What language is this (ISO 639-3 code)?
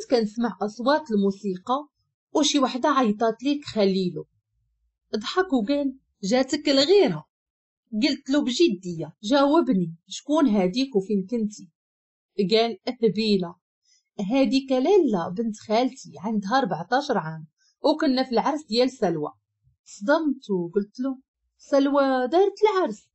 ary